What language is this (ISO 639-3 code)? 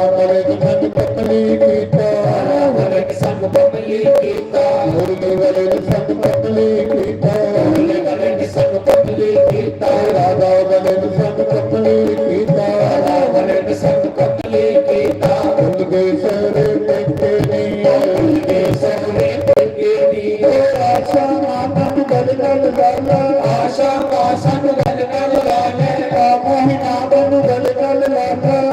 doi